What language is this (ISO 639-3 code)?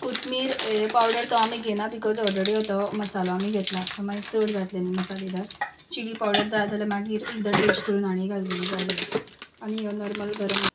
kok